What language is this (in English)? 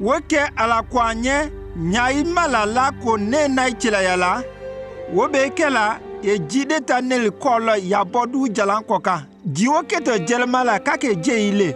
Konyanka Maninka